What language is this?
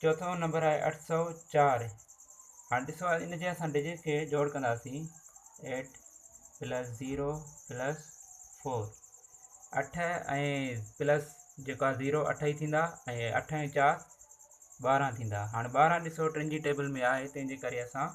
Sindhi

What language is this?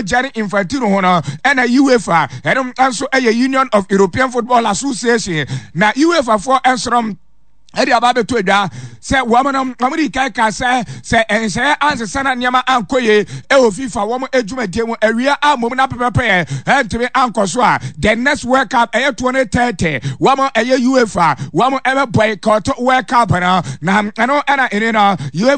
Akan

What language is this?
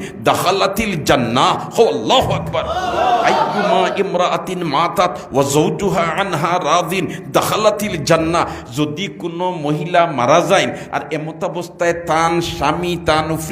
Sylheti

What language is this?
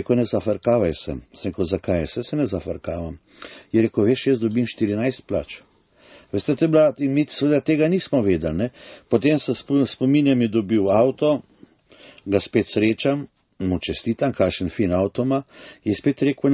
Slovenian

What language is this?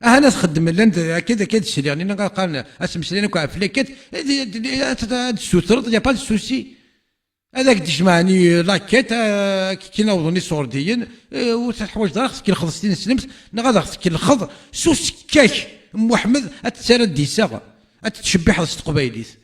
Kabyle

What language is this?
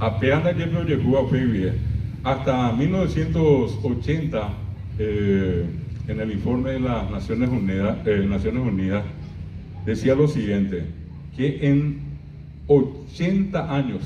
Guarani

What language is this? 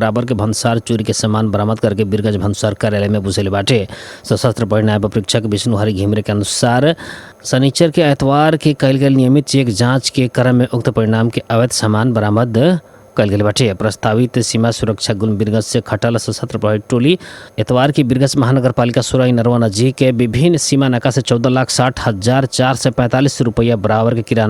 Bhojpuri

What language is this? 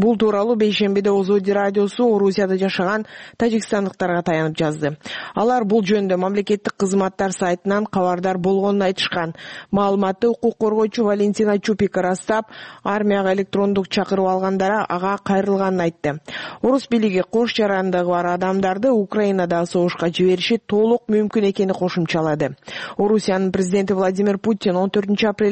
Kyrgyz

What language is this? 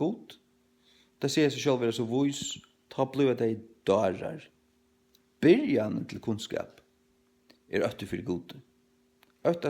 Faroese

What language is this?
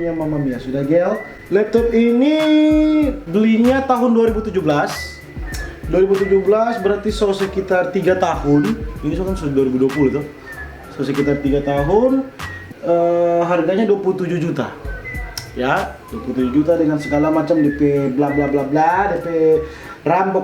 Manado Malay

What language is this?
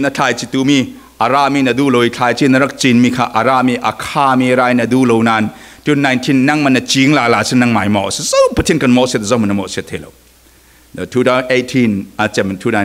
Falam Chin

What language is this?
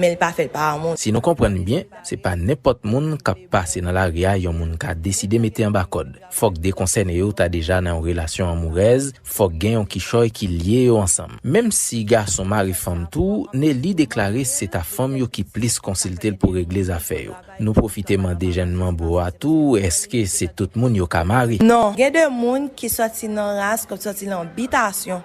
Haitian Creole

